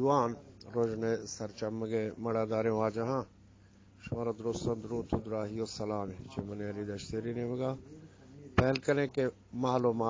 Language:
Eastern Balochi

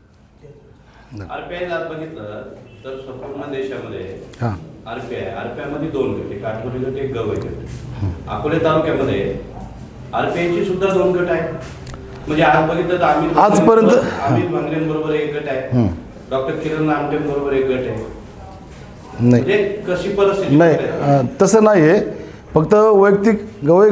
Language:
Marathi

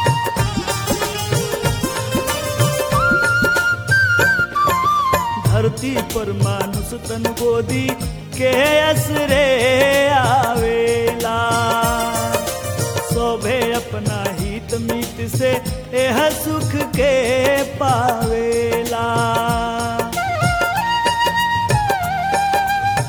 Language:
Bhojpuri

